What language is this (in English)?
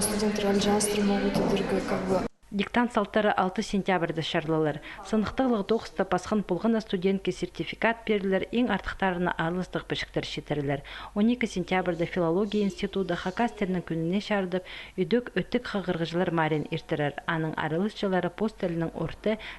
Khakas